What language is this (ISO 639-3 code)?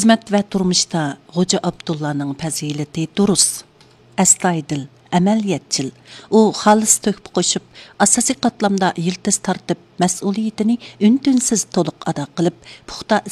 uig